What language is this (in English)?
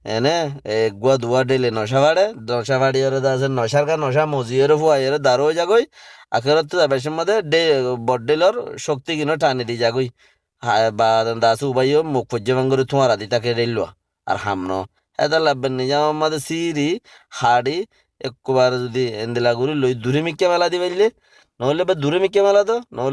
Rohingya